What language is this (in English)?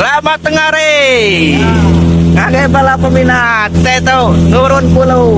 Iban